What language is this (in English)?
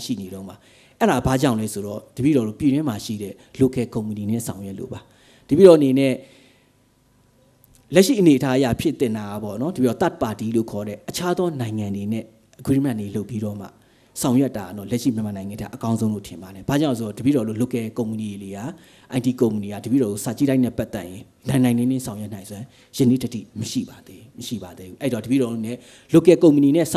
Burmese